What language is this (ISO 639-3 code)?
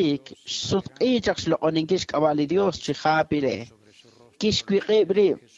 kek